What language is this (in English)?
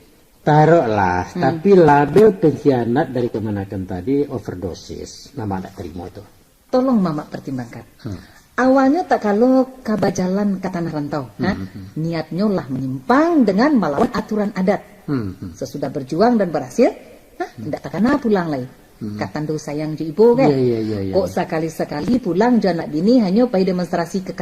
Minangkabau